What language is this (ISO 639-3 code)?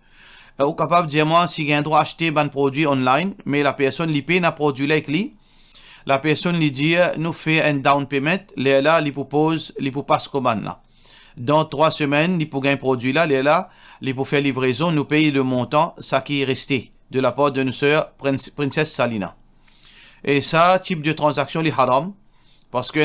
mfe